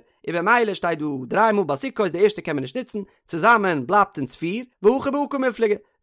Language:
Yiddish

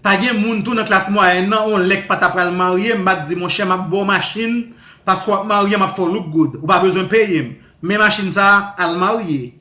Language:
Haitian Creole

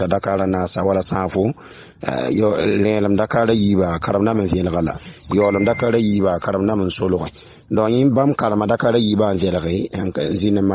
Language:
Mossi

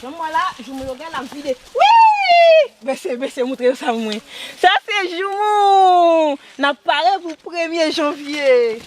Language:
Haitian Creole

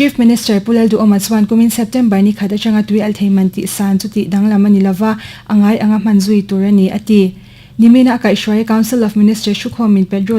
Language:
Mizo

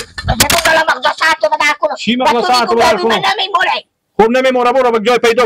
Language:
Persian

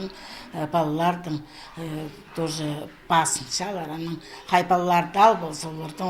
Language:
Khakas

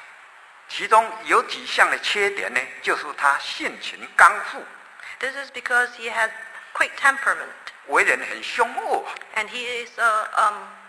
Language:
Chinese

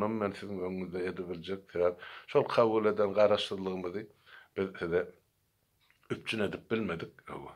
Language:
Turkmen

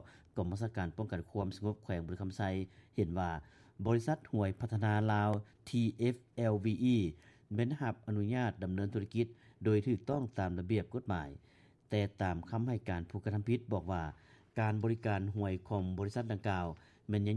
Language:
Lao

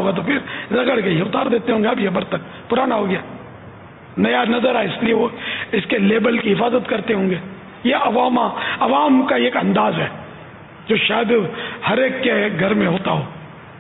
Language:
Urdu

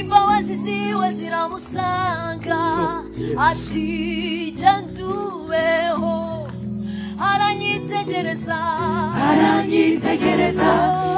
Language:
Kinyarwanda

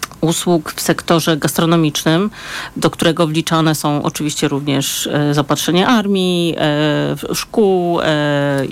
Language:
Polish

